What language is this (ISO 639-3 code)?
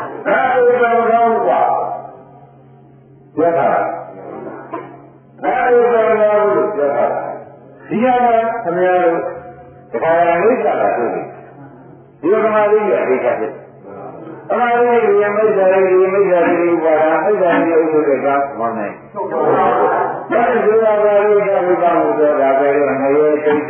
mya